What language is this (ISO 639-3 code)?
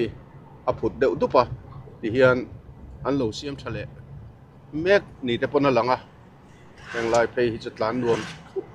lus